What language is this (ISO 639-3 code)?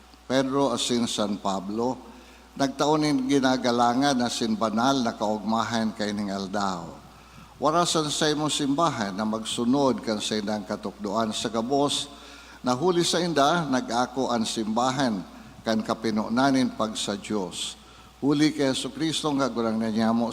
bik